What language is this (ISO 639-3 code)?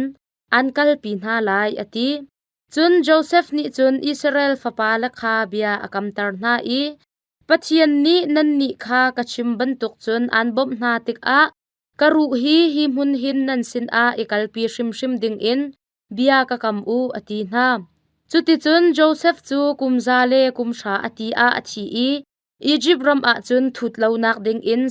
cnh